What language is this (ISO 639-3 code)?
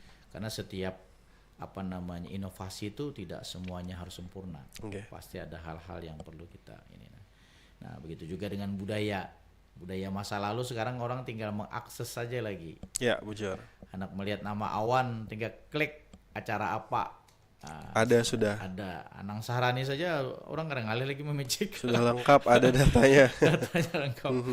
bjn